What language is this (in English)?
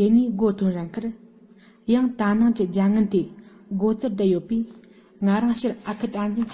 Tibetan